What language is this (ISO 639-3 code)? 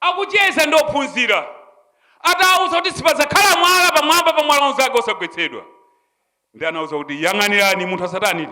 nya